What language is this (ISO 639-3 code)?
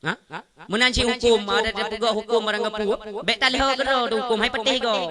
ace